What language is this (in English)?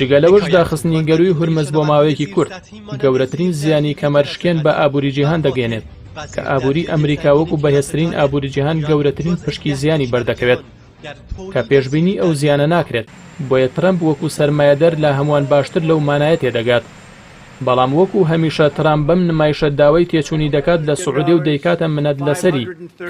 Central Kurdish